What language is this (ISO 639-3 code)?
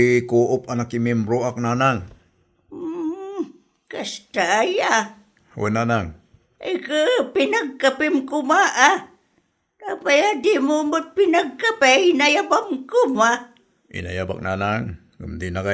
ilo